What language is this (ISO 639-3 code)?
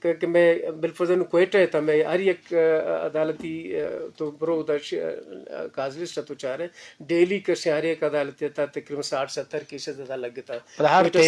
bgp